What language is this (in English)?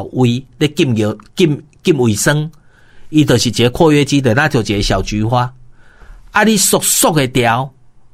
Min Nan Chinese